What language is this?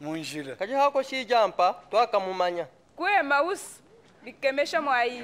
Luba-Lulua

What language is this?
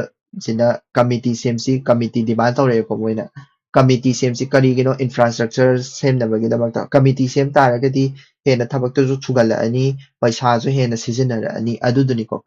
Manipuri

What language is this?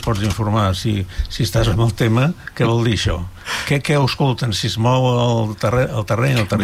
Catalan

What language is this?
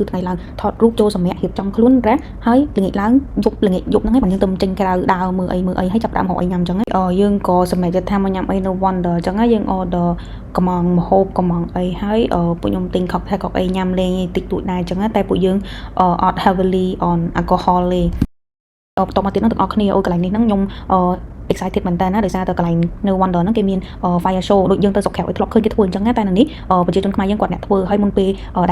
Khmer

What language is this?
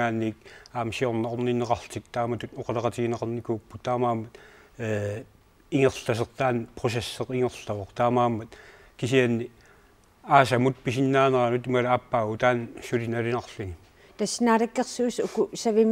Kalaallisut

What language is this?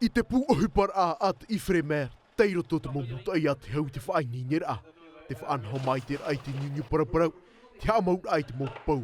Tahitian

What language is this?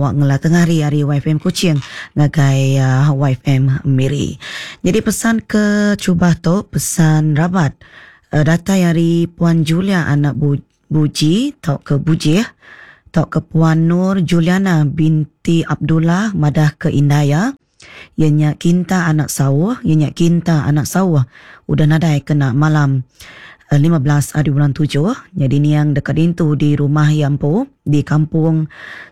Iban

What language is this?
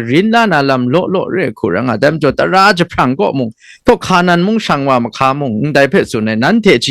Kachin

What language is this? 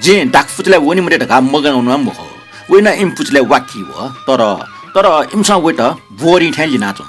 Newari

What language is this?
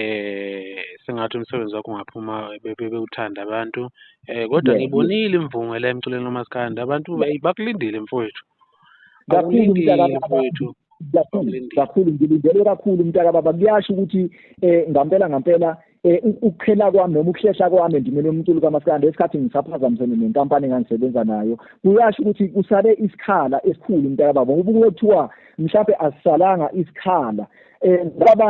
Zulu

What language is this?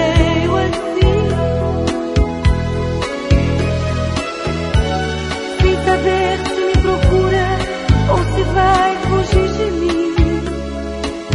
Portuguese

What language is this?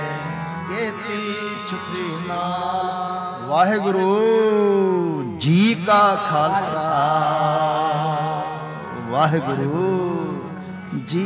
Punjabi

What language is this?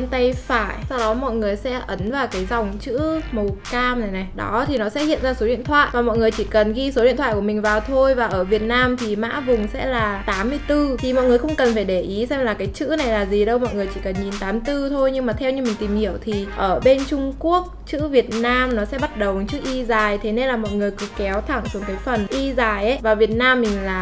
Vietnamese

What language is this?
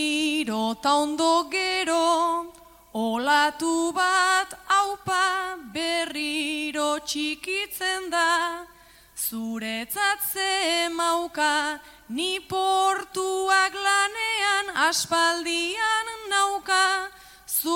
Basque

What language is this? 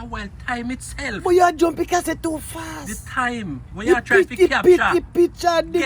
Jamaican Creole English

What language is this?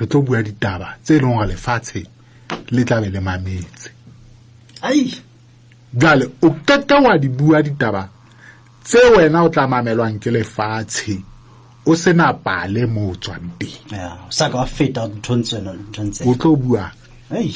Southern Sotho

